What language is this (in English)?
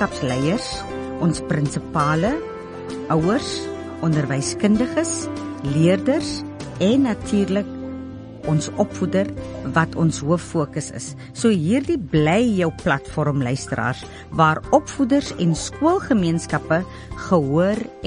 Afrikaans